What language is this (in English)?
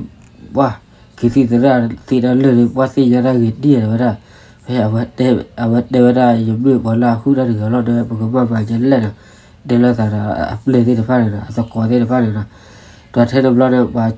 S'gaw Karen